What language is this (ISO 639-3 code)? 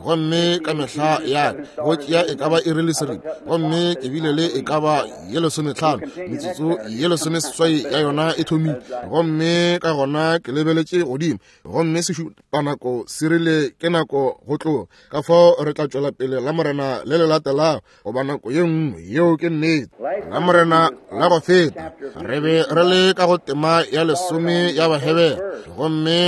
nso